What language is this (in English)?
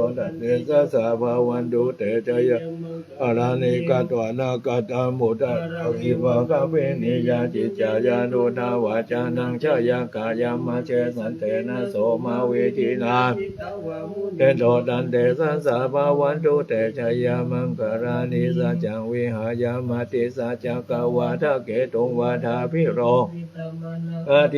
Pali